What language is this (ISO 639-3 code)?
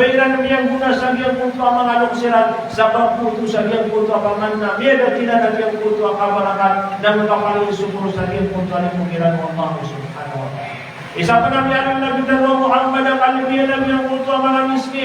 mrw